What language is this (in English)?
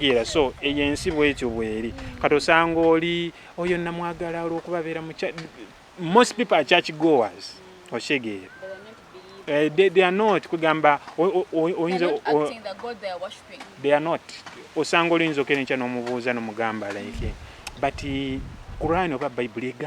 Ganda